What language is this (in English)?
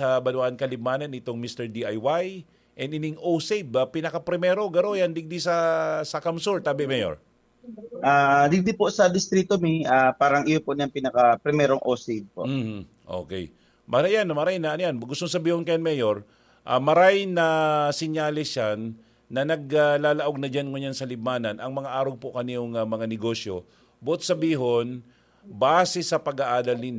Bikol